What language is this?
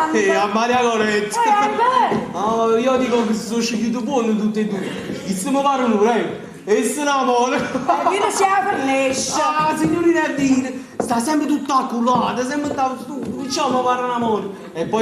Neapolitan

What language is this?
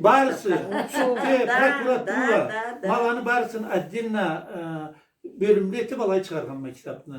Karachay-Balkar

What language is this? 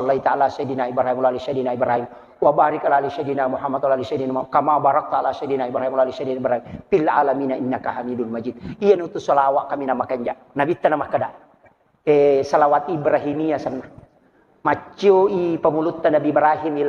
Buginese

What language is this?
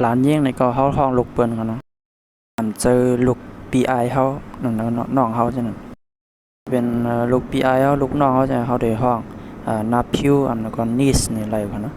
Shan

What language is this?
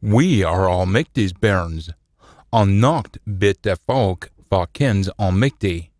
Scots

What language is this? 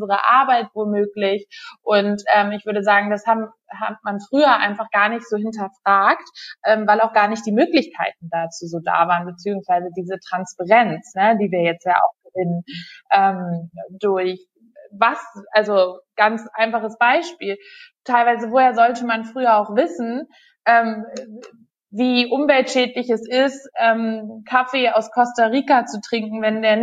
German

